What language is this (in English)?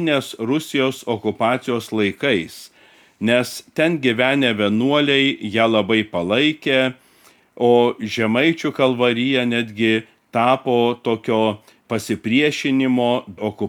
Lithuanian